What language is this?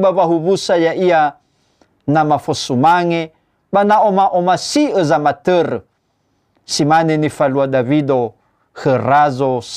Nias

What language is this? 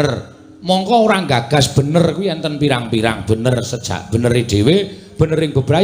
Javanese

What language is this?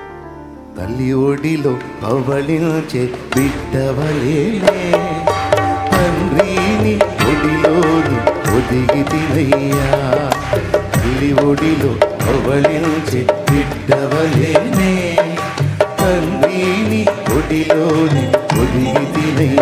Telugu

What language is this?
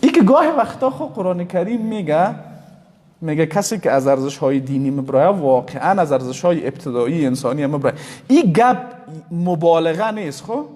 Persian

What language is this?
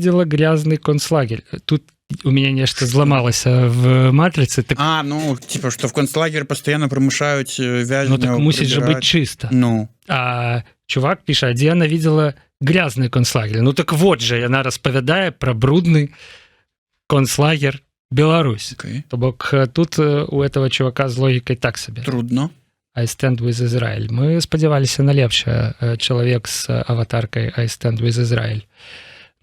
Belarusian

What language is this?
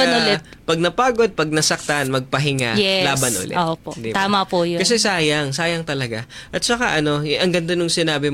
Filipino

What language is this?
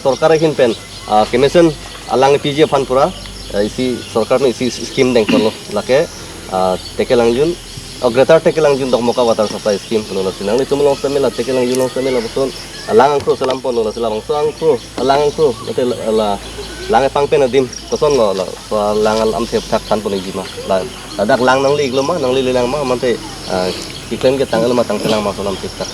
Karbi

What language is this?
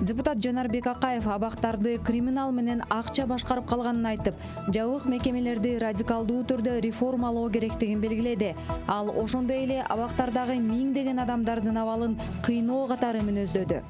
Kyrgyz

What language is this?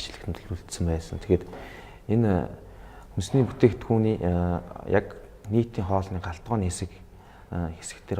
Mongolian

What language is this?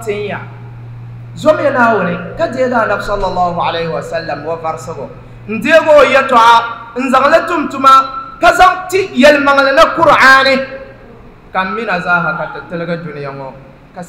Dagbani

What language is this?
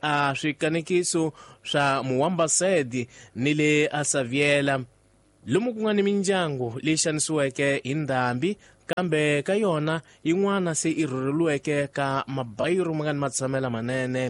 Tsonga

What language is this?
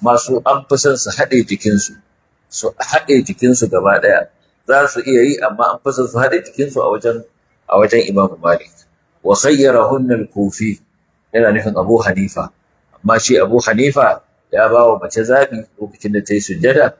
Hausa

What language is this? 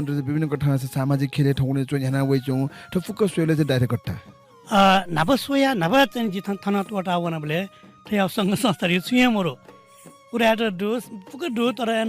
Newari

